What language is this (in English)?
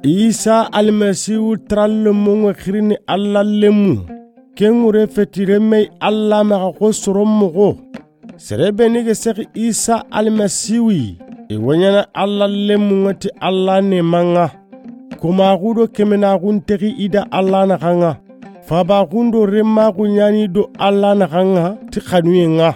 Soninke